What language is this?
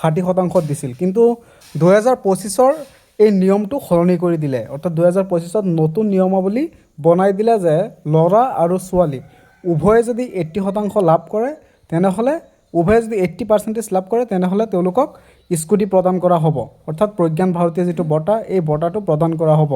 Assamese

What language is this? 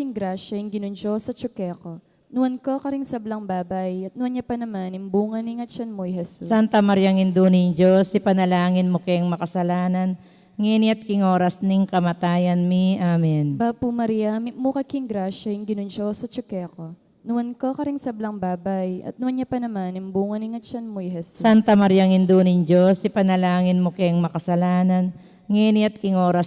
Pampanga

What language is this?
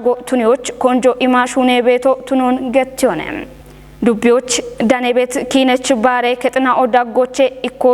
Kafa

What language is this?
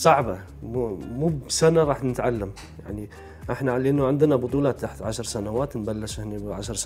Gulf Arabic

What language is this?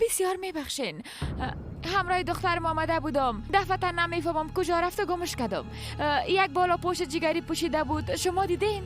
Persian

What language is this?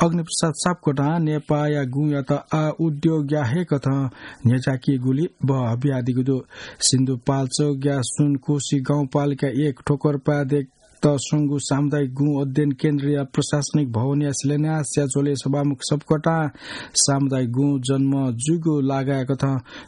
Newari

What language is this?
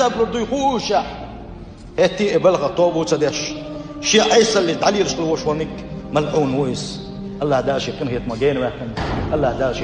Chechen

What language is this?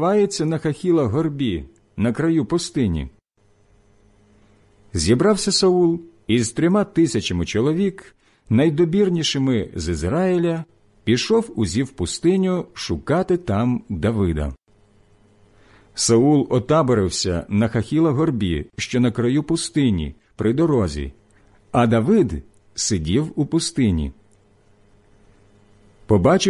Ukrainian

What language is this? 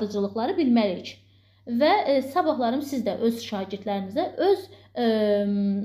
Azerbaijani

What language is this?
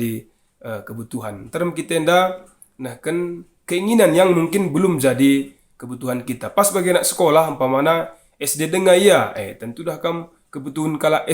Batak Karo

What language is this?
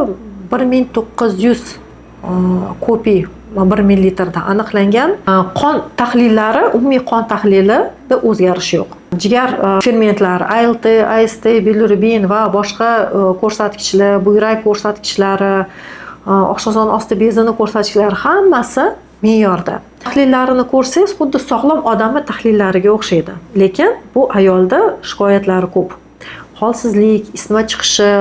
Uzbek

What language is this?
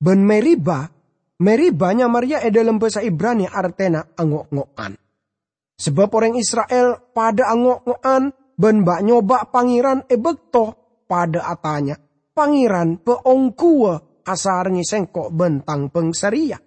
Madurese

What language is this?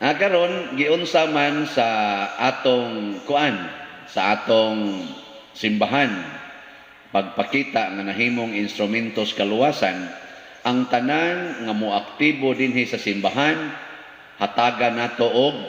Cebuano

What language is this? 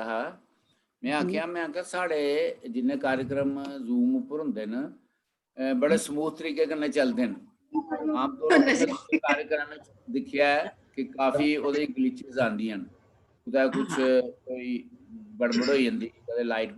Dogri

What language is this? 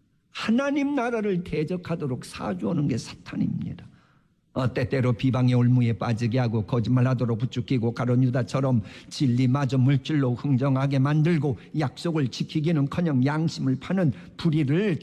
Korean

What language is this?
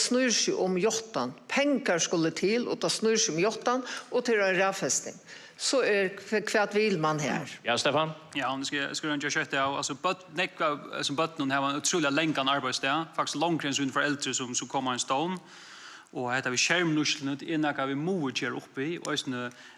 Faroese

